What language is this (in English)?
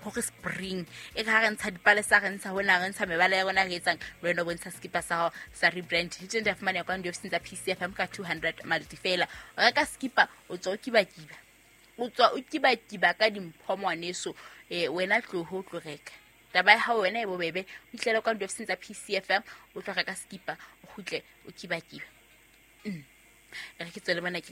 Southern Sotho